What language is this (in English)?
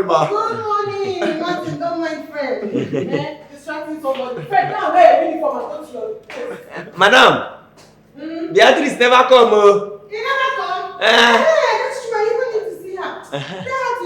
Nigerian Pidgin